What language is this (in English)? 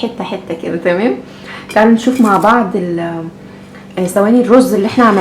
Egyptian Arabic